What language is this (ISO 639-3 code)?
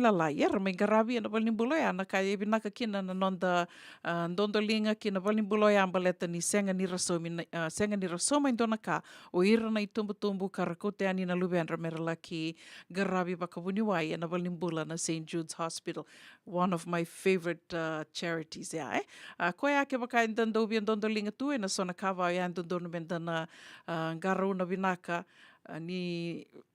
fij